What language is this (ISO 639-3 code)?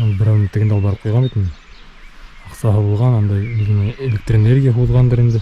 bak